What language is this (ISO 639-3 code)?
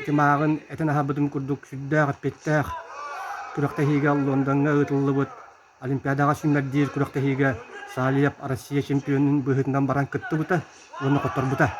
sah